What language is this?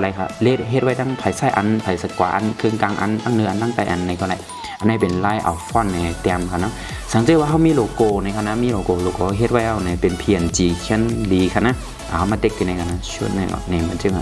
Shan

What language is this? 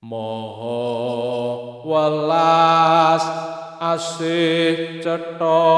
Javanese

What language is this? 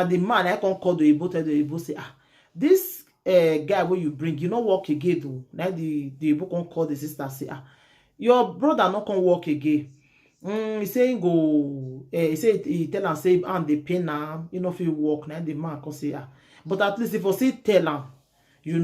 Nigerian Pidgin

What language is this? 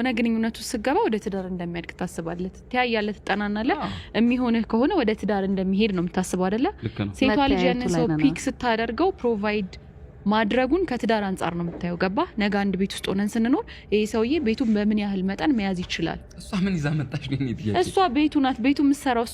Amharic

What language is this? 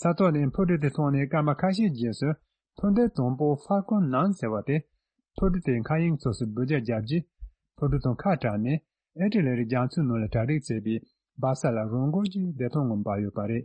Tibetan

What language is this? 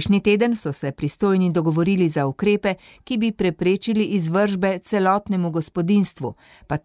Slovenian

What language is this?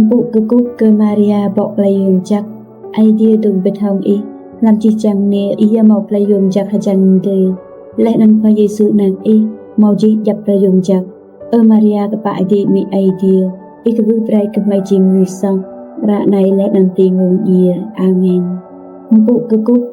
Rade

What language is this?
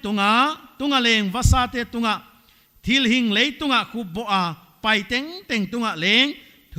Paite Chin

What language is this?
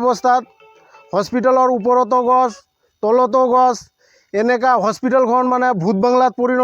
Assamese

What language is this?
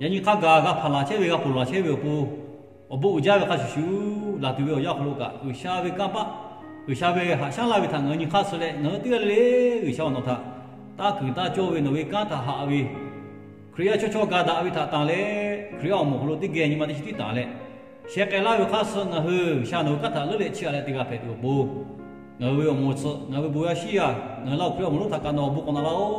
Lahu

